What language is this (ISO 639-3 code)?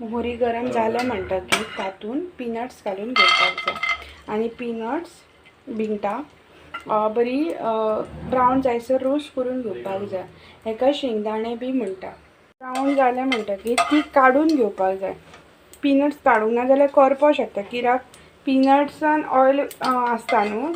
kok